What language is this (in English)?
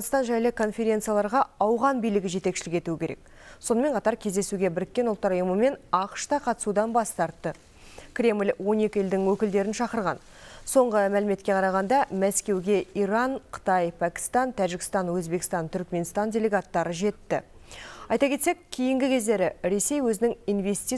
Kazakh